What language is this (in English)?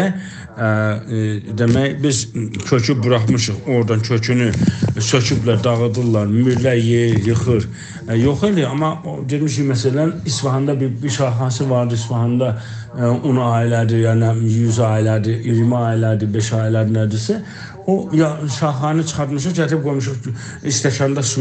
South Azerbaijani